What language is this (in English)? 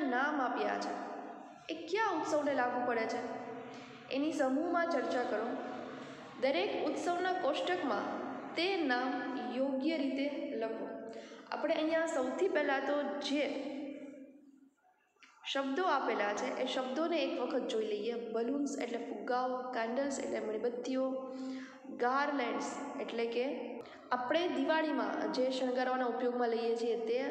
Gujarati